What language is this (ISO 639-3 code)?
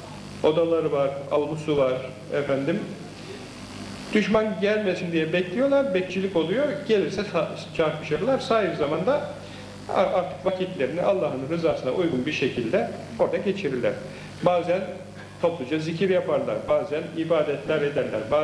tur